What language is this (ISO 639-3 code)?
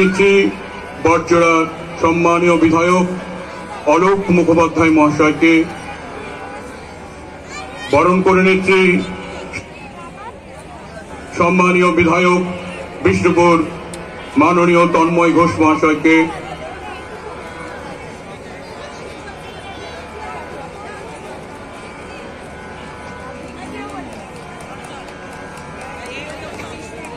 ben